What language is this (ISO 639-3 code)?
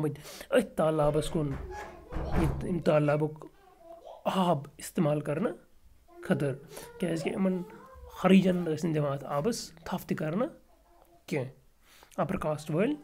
kas